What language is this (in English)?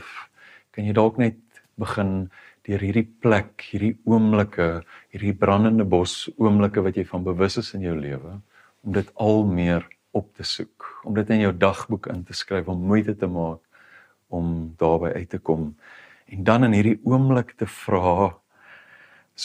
Afrikaans